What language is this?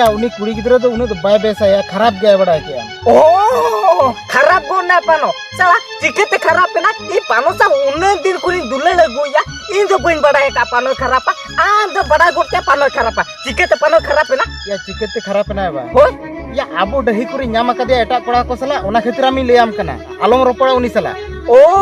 Santali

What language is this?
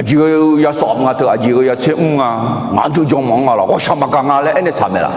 Akha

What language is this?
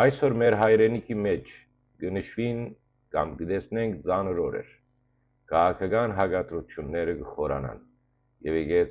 Western Armenian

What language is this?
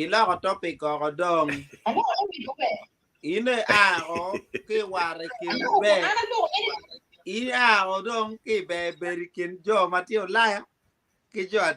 Acoli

